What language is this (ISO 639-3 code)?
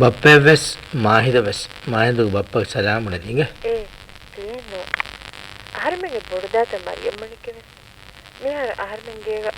div